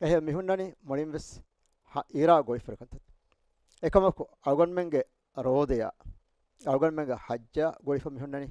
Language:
Divehi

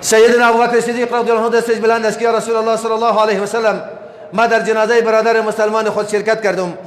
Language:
Persian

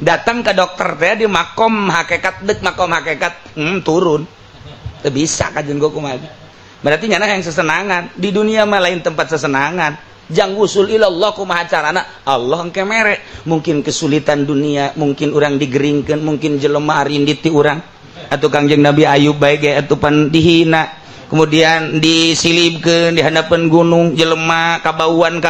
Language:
Sundanese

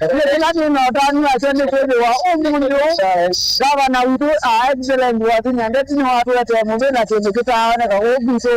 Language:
Kamba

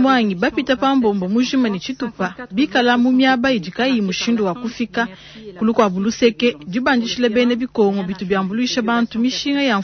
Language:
Luba-Lulua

